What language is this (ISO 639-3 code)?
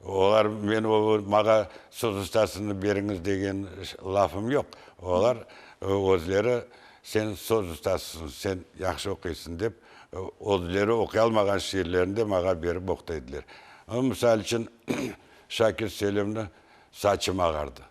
crh